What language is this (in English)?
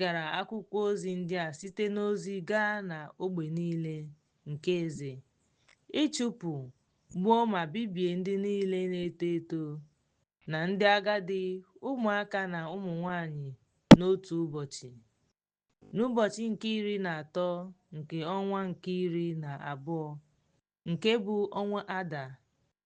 Igbo